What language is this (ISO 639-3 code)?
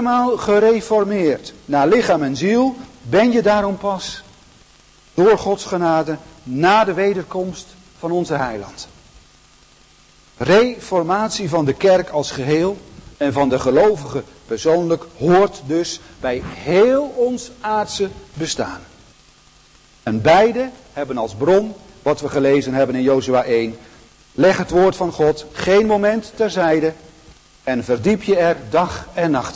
nld